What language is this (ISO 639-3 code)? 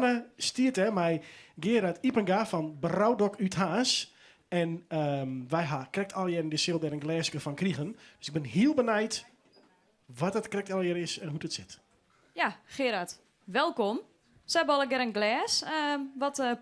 fry